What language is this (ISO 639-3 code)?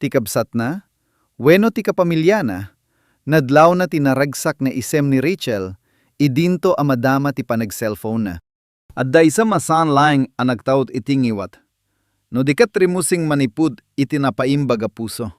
ilo